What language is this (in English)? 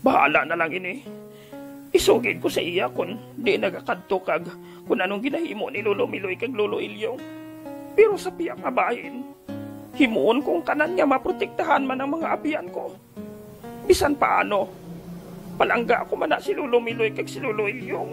Hiligaynon